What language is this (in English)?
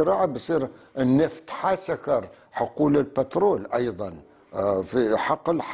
North Levantine Arabic